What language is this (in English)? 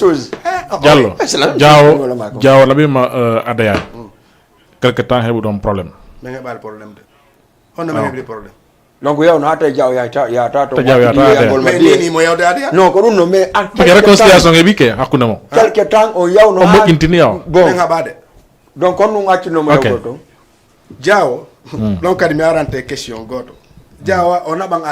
Fula